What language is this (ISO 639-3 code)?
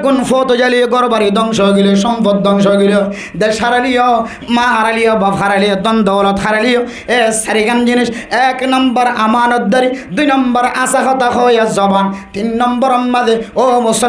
rhg